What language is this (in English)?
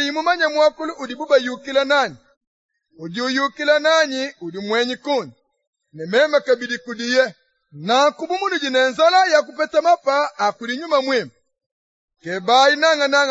Luba-Lulua